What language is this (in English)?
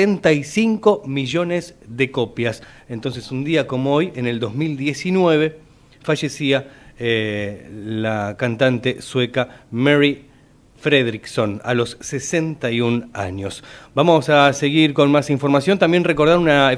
Spanish